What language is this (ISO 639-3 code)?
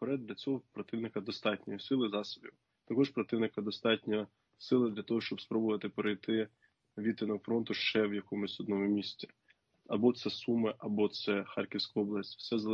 ukr